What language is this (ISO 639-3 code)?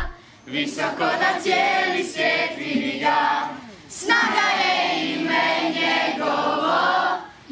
hrv